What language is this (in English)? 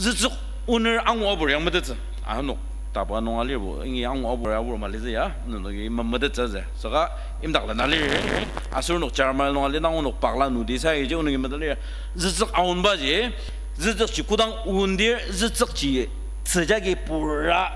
Ao Naga